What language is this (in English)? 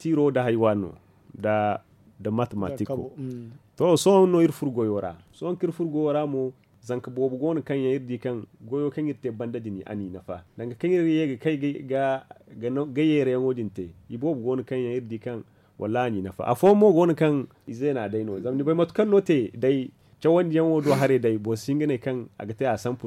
Zarma